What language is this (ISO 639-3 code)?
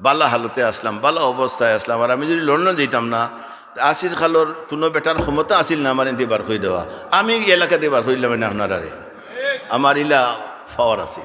syl